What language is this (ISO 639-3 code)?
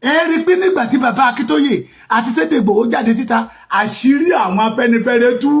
yor